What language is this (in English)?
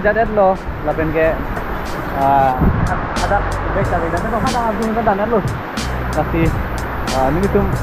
Karbi